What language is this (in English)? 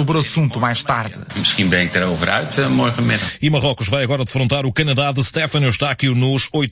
Portuguese